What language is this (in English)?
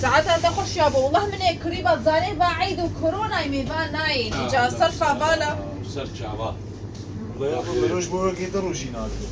Kurdish